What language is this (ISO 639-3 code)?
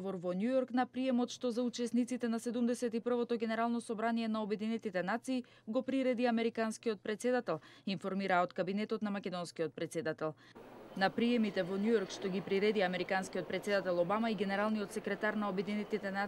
mkd